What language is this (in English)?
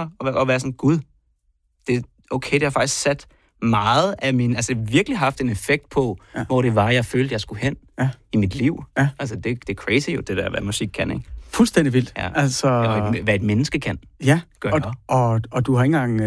Danish